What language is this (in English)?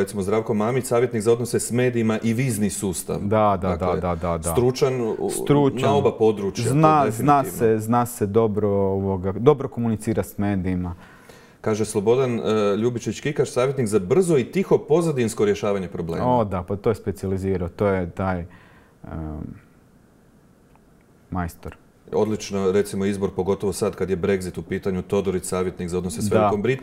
Croatian